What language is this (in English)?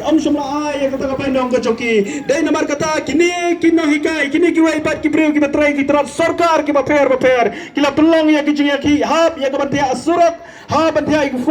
Khasi